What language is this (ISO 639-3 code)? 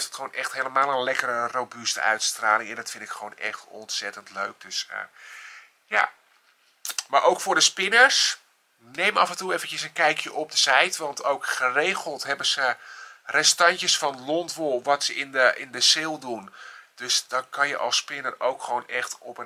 nld